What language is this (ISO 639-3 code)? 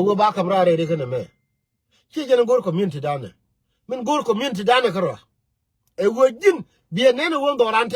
nus